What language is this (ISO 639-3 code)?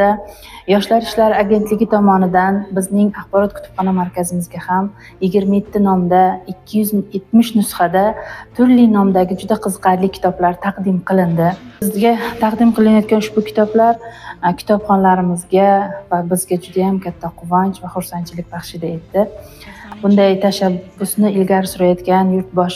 uzb